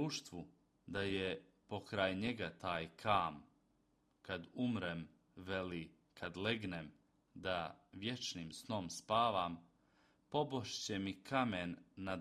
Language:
Croatian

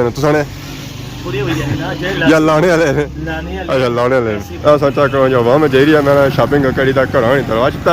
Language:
Pahari-Potwari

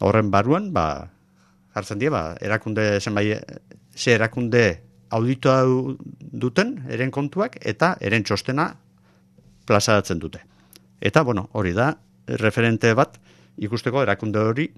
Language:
Basque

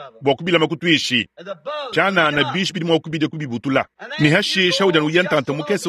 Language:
Luba-Lulua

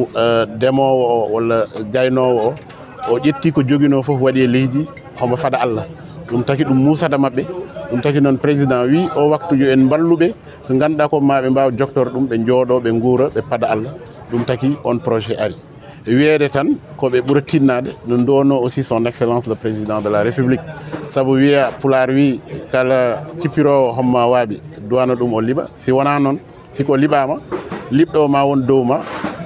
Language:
Fula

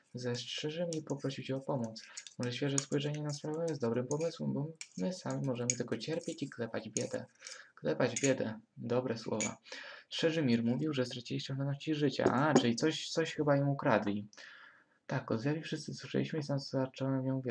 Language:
Polish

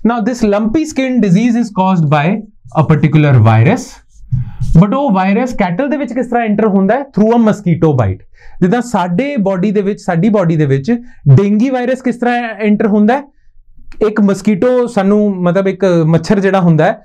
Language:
Punjabi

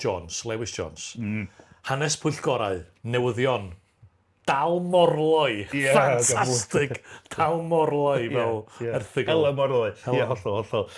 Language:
Welsh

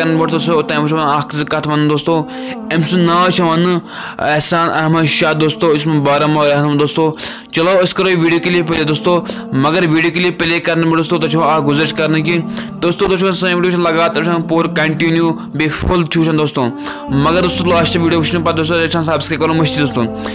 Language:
Kashmiri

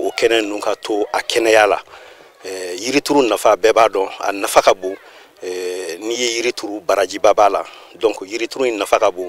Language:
Bambara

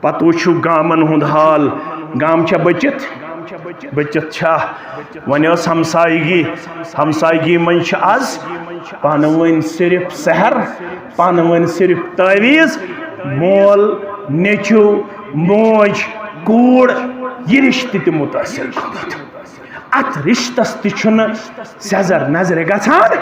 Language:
Kashmiri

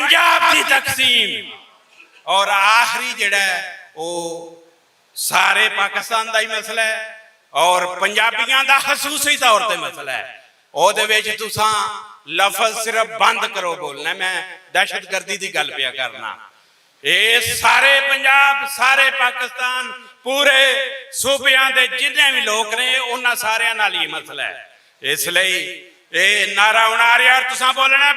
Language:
Western Panjabi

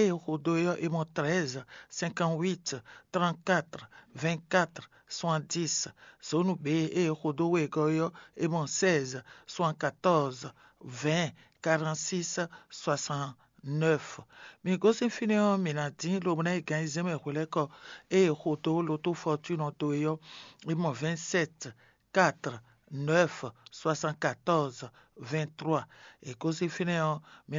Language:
Fon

